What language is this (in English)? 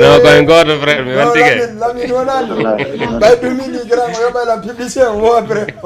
Fula